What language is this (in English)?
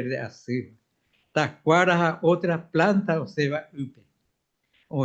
Guarani